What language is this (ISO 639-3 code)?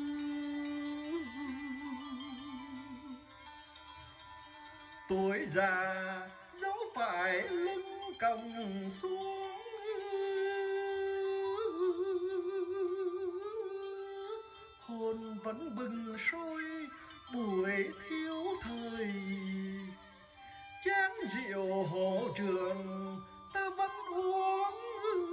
vie